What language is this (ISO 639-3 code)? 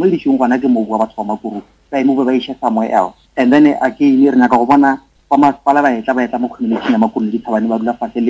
nso